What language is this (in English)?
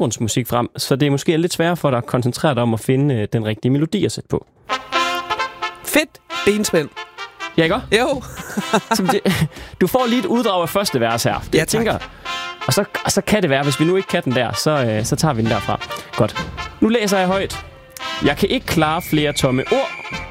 Danish